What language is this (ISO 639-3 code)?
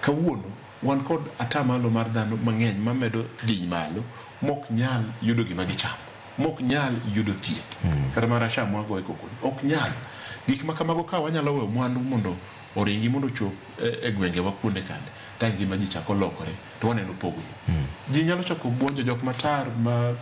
luo